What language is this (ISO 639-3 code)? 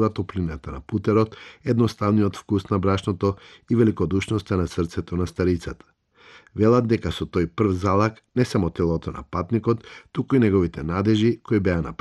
mkd